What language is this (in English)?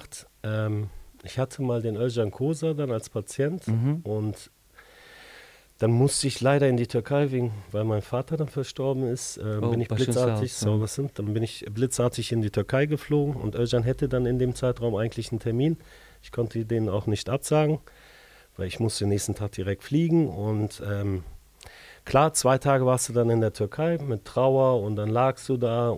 German